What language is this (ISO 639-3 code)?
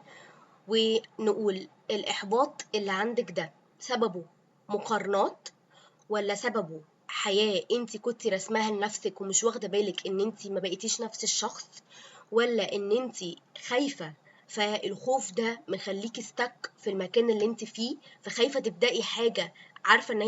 arz